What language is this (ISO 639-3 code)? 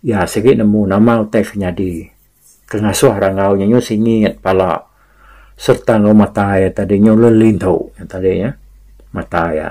iba